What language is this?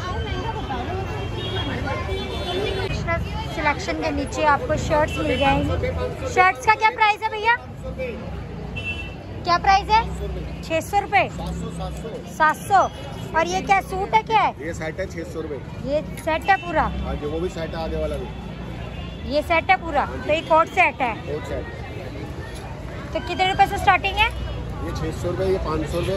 Hindi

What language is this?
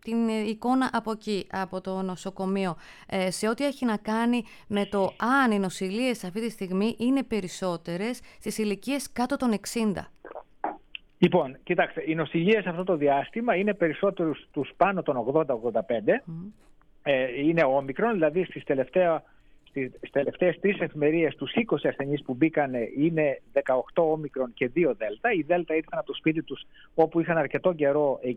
Greek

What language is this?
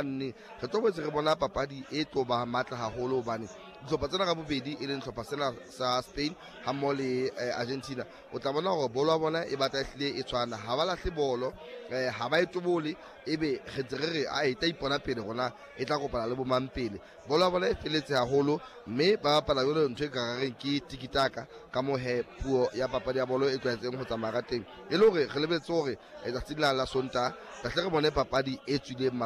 Southern Sotho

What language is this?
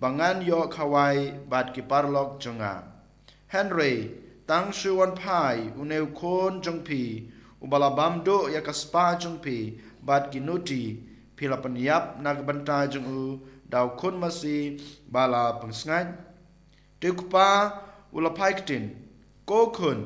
Khasi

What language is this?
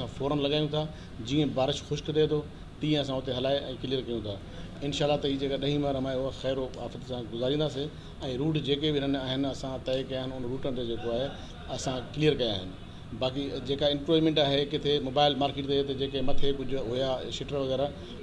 Sindhi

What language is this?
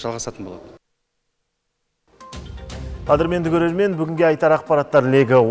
Kazakh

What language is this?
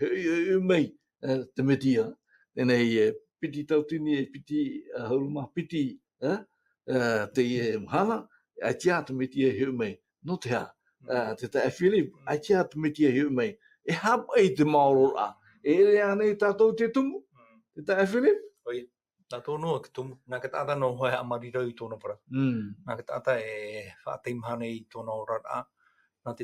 Tahitian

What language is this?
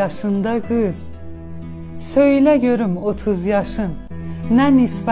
South Azerbaijani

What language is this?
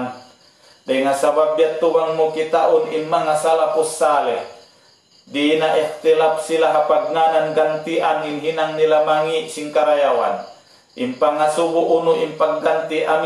Tausug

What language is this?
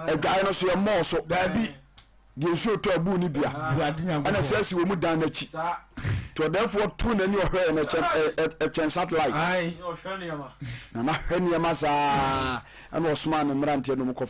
Akan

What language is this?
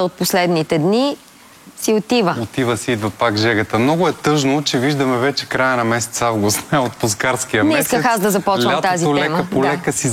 Bulgarian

